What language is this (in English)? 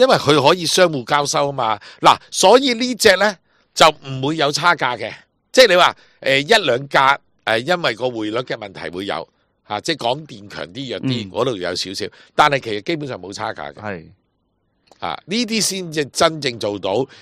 Cantonese